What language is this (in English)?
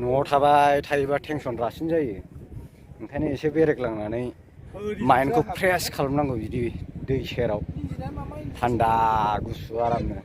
Bodo